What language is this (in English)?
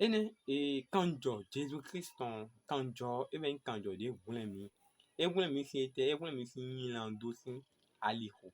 Fon